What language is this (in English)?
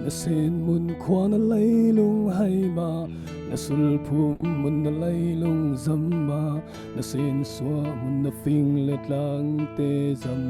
Falam Chin